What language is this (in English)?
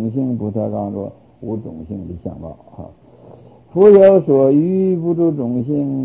Chinese